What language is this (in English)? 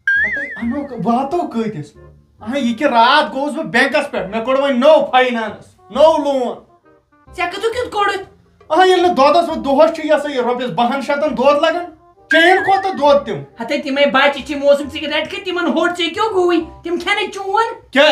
Kashmiri